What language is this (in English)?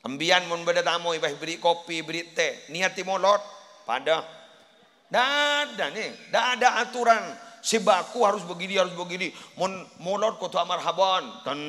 Madurese